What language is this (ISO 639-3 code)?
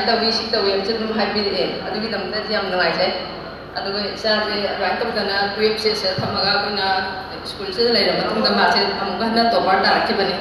mni